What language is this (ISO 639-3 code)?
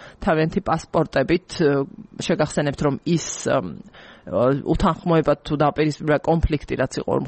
kat